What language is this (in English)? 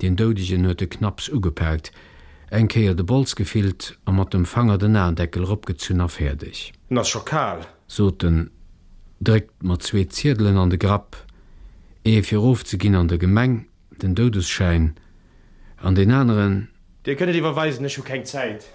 Luxembourgish